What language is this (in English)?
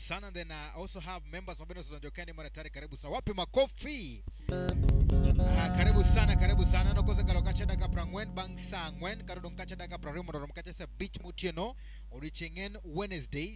Luo (Kenya and Tanzania)